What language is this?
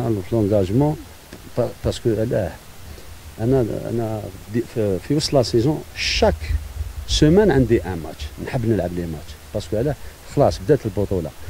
Algerian Arabic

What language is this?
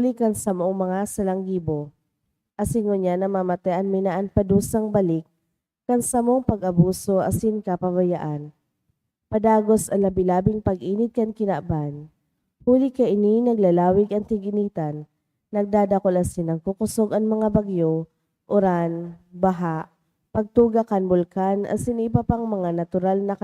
Bikol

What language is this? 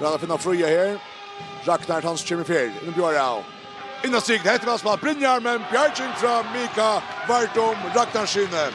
Faroese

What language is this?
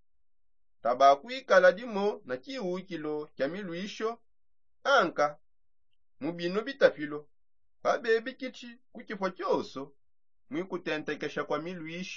Songe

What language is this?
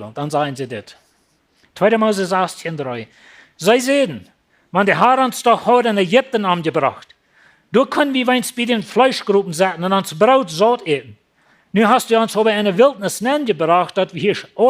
Plautdietsch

